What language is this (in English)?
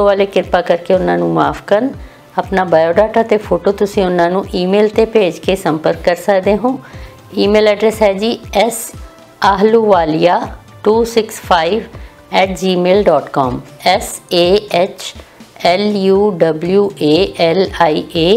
Punjabi